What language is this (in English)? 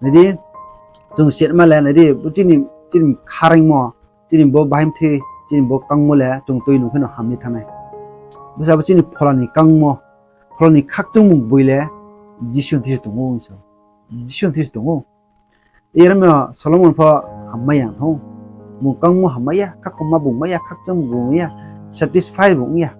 Riang (India)